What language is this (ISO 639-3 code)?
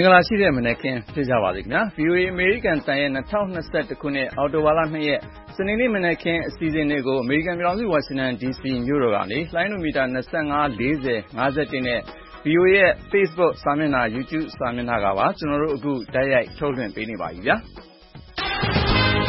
mya